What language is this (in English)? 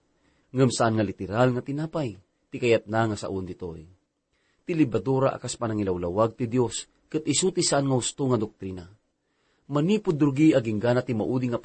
Iloko